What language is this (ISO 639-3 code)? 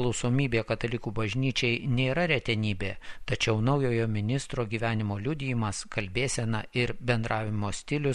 lit